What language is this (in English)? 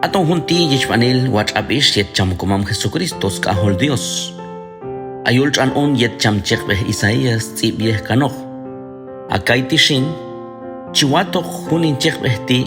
Q'anjob'al